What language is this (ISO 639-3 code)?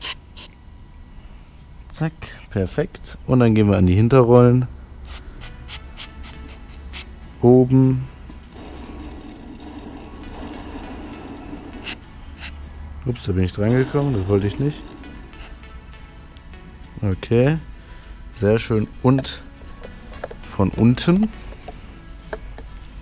deu